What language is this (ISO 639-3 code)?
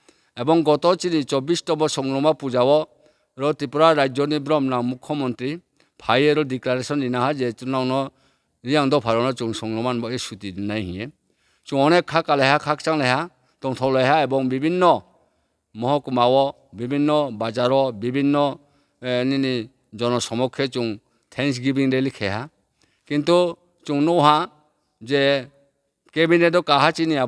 ria